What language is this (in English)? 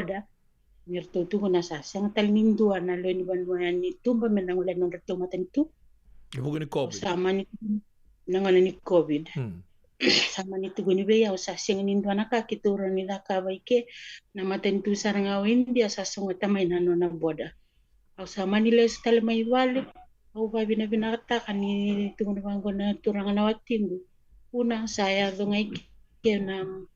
Fijian